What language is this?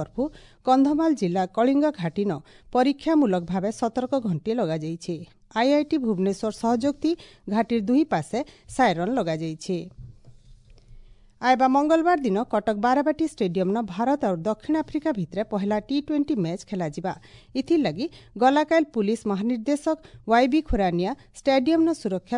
Odia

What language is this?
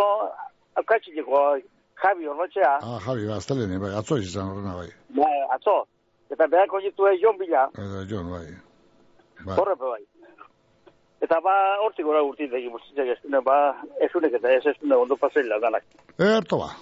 Basque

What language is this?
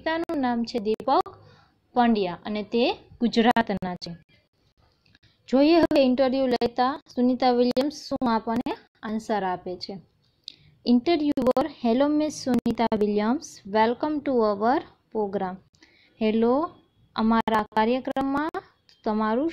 Gujarati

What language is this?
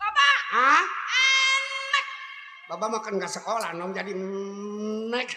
Betawi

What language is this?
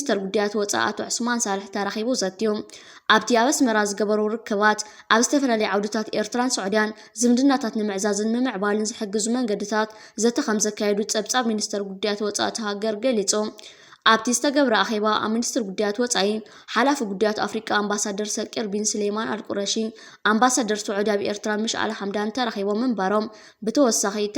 Tigrinya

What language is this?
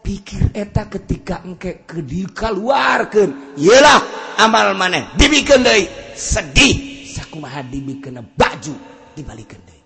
Sundanese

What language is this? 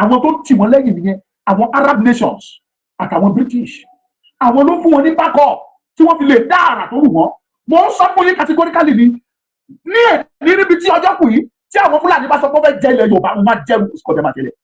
Yoruba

